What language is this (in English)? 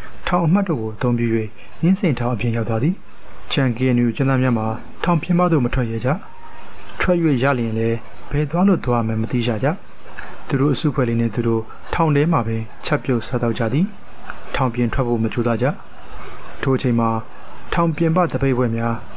Burmese